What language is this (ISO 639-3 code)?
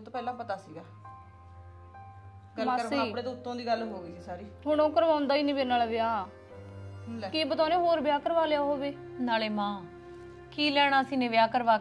pan